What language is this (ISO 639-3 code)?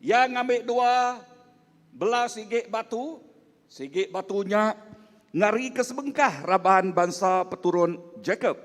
iba